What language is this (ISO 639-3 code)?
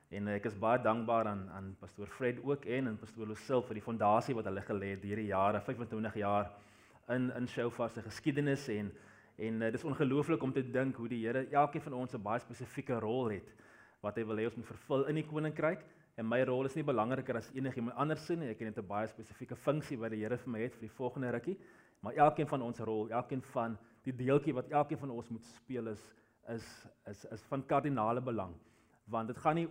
afr